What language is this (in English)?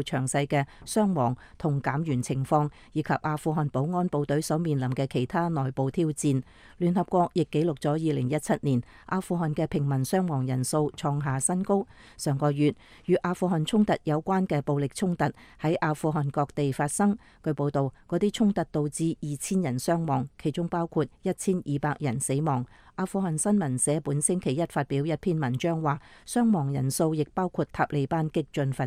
Cantonese